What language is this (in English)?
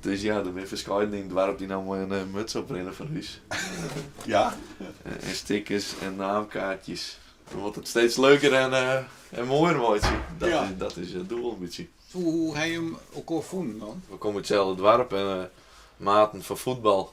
Western Frisian